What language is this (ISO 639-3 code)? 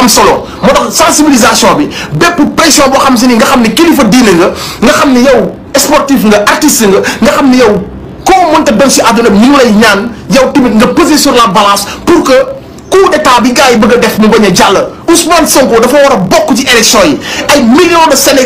wol